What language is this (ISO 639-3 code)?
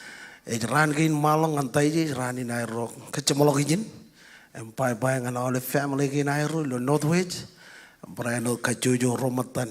mah